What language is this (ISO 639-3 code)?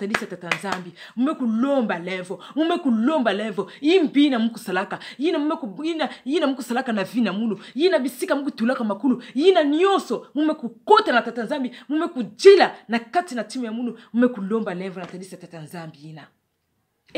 ktu